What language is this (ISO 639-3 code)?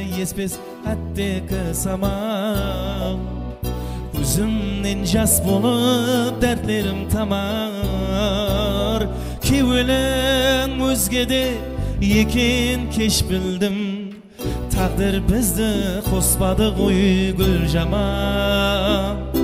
kaa